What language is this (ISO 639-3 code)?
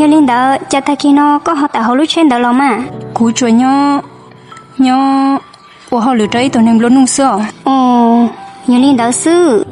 hmn